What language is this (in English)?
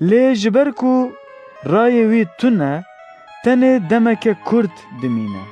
Kurdish